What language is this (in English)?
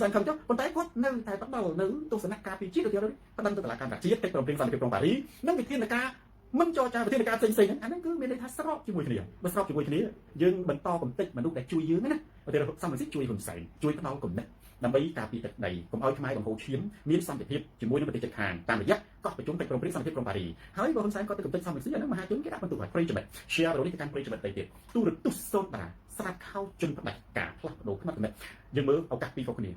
Khmer